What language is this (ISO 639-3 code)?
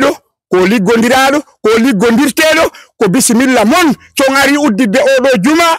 ful